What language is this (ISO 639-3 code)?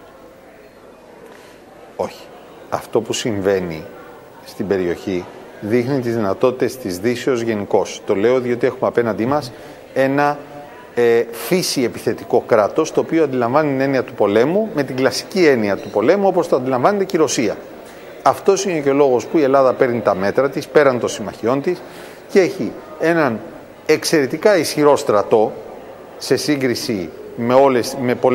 ell